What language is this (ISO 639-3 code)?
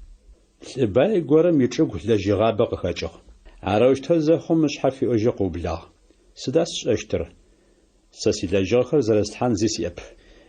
ady